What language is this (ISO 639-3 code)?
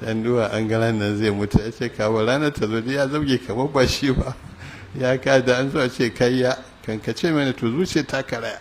hau